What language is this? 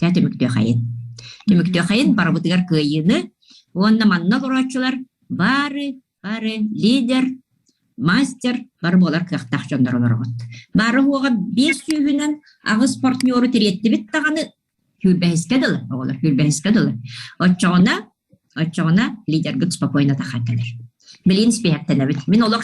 Yakut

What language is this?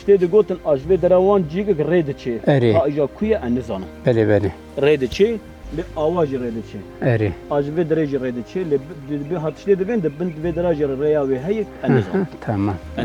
Kurdish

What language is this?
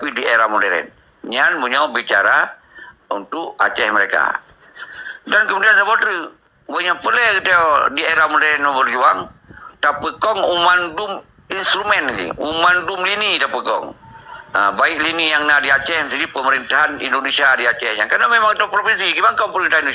Achinese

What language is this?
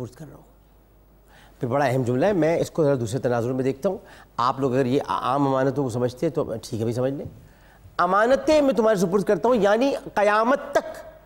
Urdu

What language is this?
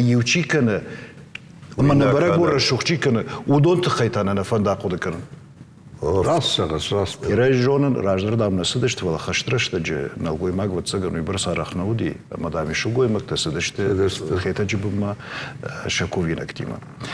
Ossetic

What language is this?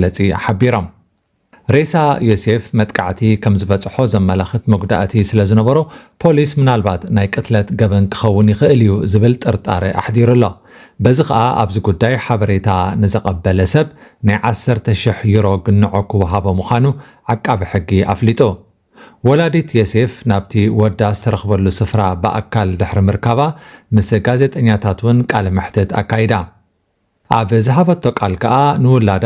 Tigrinya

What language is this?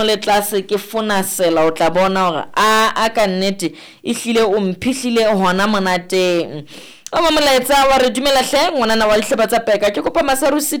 Southern Sotho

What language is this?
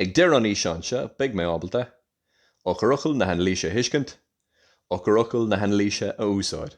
Irish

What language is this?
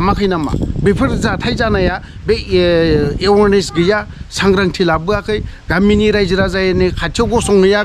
Bodo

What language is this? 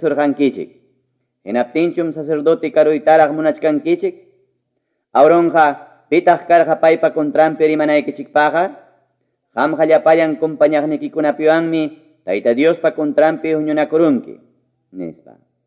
Ayacucho Quechua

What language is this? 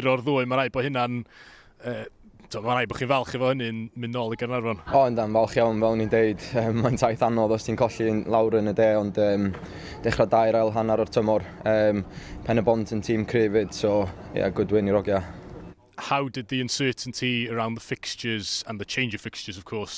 Welsh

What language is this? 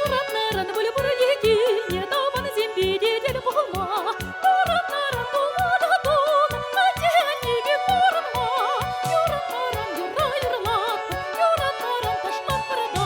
Chuvash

